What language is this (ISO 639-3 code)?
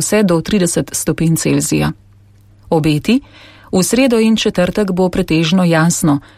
slv